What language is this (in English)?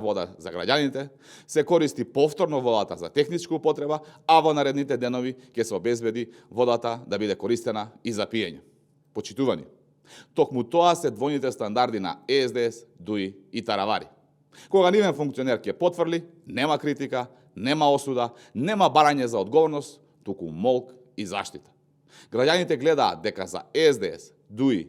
Macedonian